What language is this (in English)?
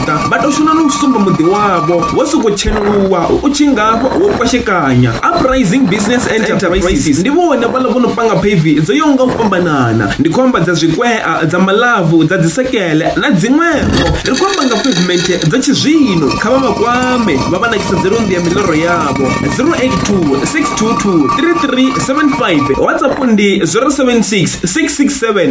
Venda